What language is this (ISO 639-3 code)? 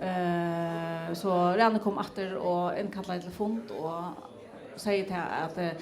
fao